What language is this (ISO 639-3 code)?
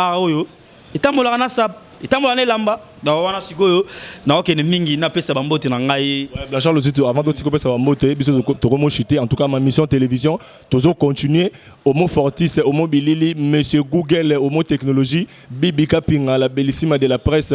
lin